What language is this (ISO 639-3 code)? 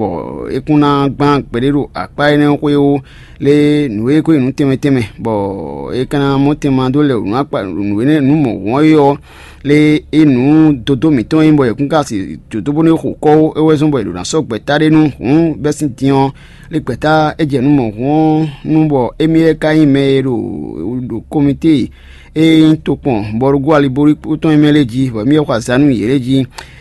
fon